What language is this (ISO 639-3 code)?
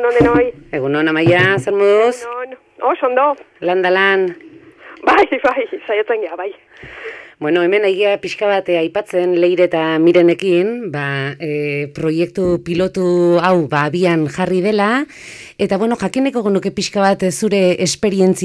eus